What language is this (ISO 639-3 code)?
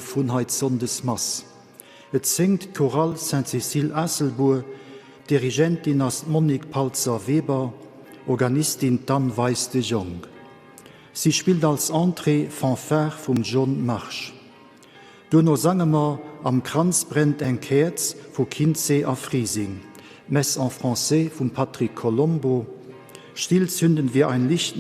ltz